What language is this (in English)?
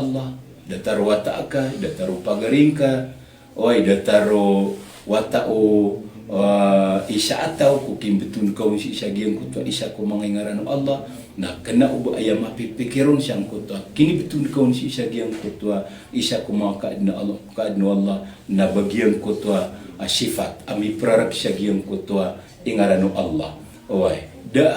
Maranao